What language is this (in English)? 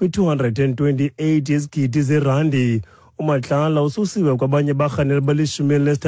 Xhosa